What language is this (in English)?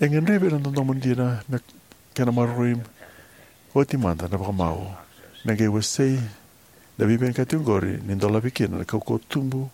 Fijian